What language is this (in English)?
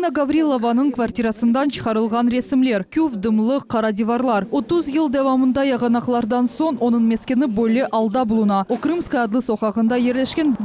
Crimean Tatar